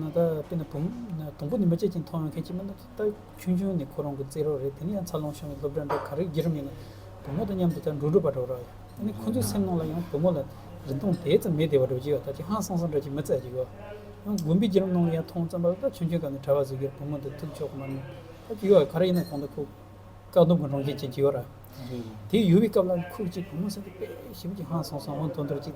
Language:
Tibetan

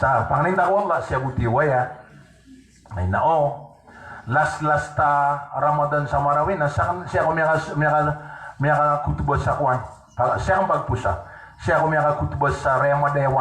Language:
Maranao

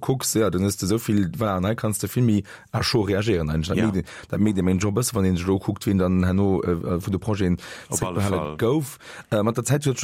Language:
Luxembourgish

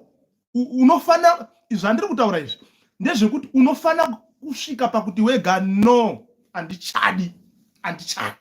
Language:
Shona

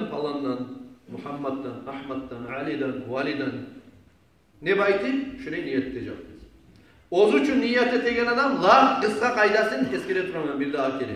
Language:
Kumyk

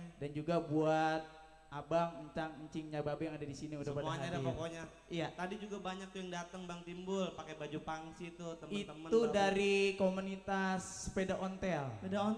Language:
Betawi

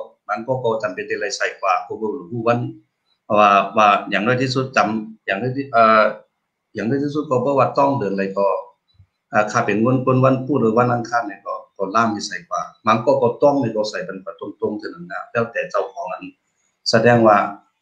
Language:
Shan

